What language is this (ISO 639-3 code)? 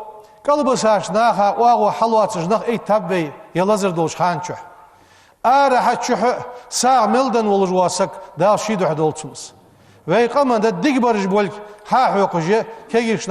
inh